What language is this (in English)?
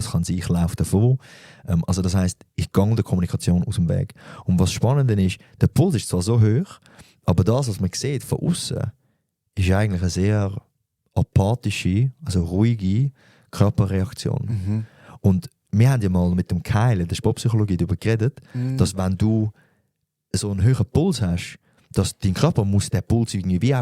Swiss German